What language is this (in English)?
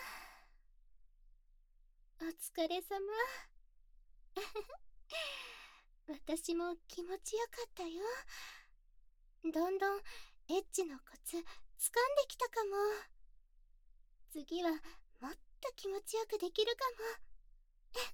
Japanese